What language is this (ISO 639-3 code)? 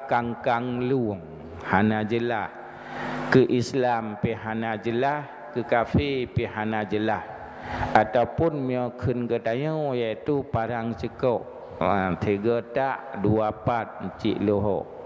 ace